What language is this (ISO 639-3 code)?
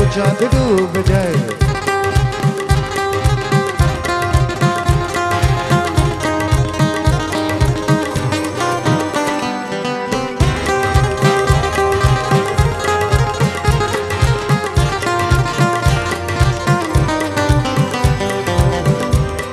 ben